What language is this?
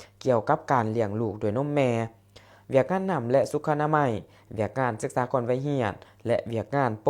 Lao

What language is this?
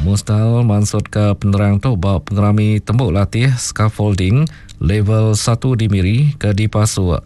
Iban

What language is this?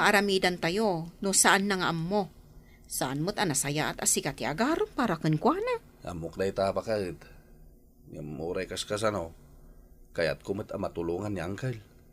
Iloko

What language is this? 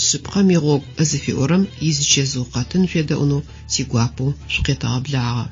Adyghe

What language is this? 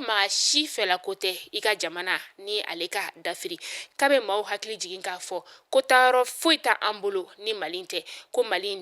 Bambara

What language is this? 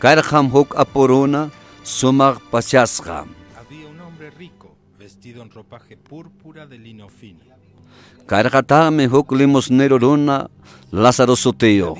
Ayacucho Quechua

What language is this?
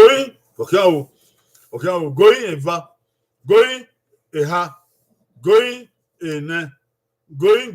Bini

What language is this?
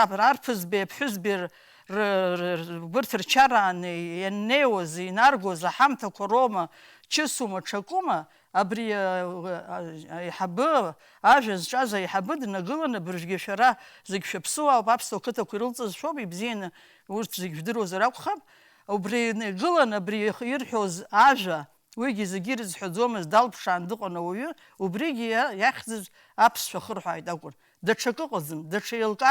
Abkhazian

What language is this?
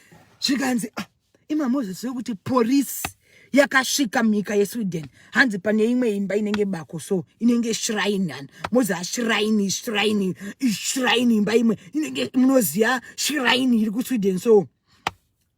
Shona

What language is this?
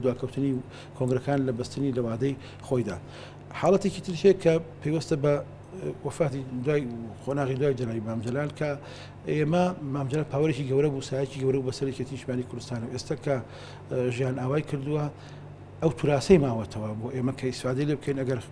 Central Kurdish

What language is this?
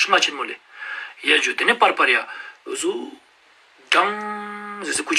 Ladakhi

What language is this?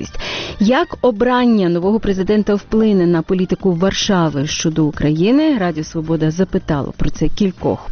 Ukrainian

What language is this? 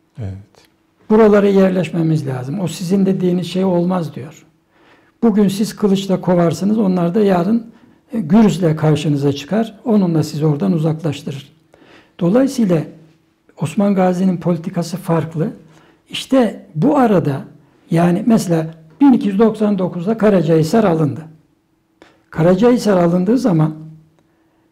Turkish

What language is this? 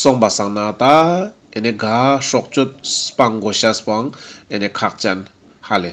Ladakhi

